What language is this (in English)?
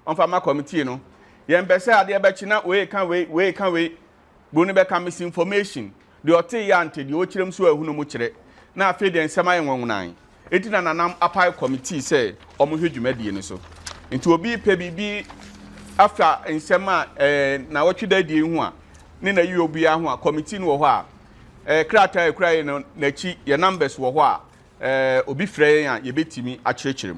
Akan